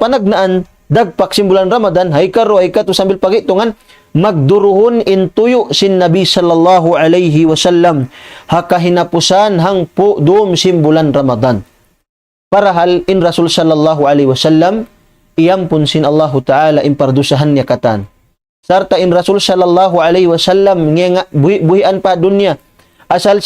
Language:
Tausug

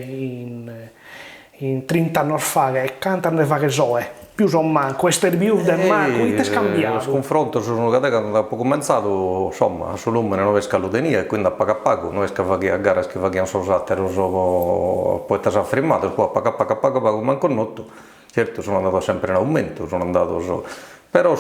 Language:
Sardinian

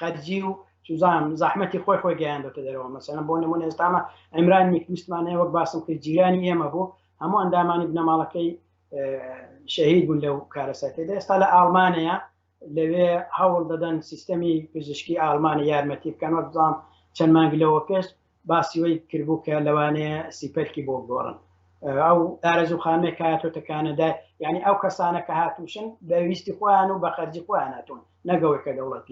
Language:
Central Kurdish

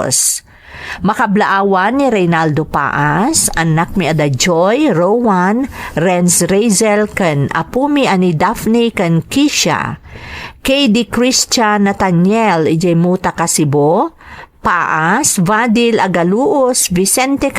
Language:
Iloko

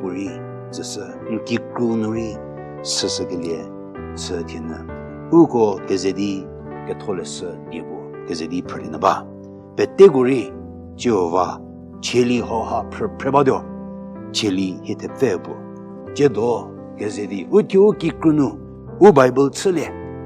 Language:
Angami Naga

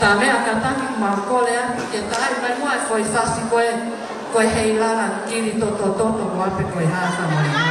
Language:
Tongan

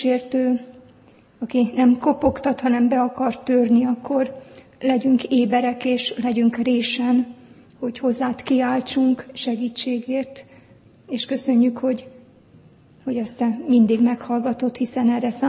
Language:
Hungarian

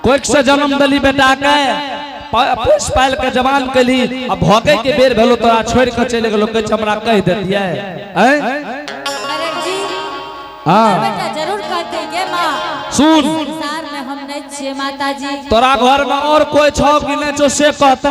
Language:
Angika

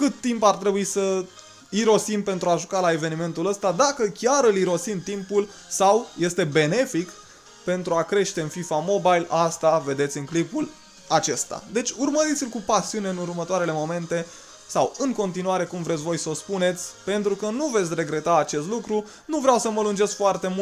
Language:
Romanian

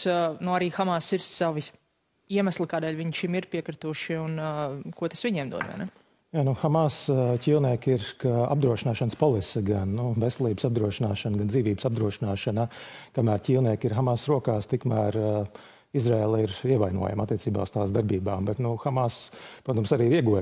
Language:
Latvian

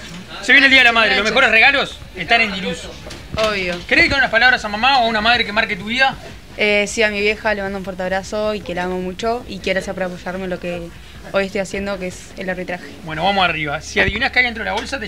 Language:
Spanish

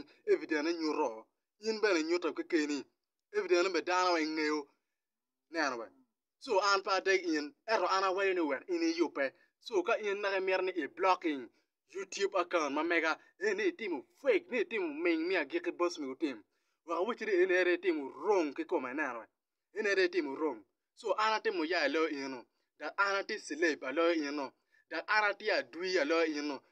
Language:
Acoli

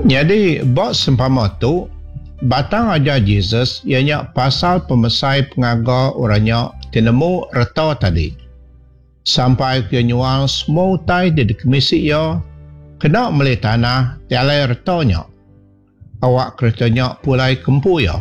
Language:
Iban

